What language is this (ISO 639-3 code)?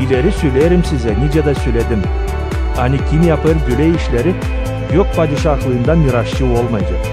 gag